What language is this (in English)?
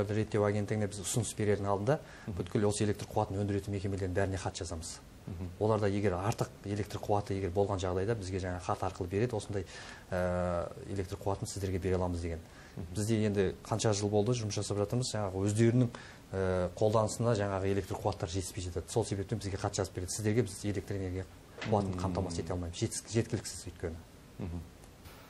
Kazakh